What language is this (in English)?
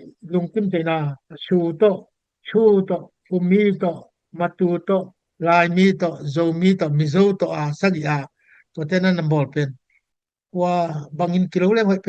Tedim Chin